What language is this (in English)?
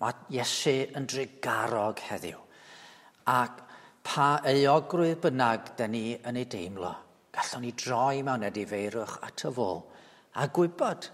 Welsh